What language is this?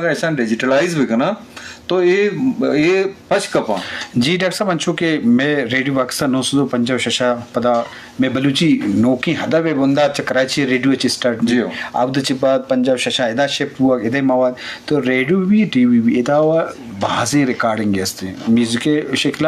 Eastern Balochi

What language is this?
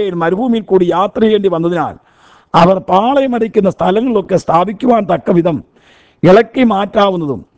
Malayalam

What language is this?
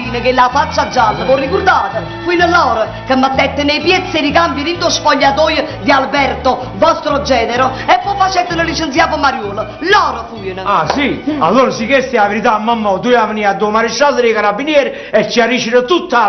Neapolitan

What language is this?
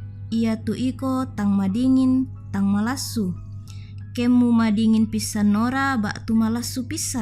Toraja-Sa'dan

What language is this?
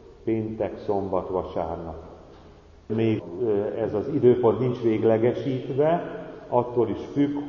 Hungarian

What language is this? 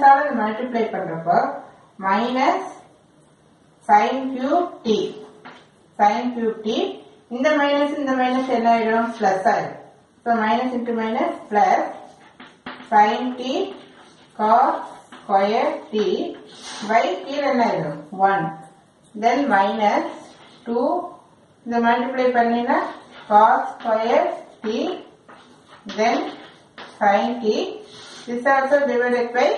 Tamil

